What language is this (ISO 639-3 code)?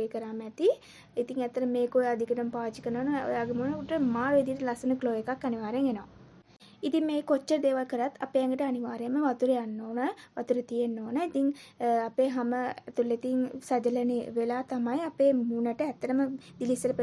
sin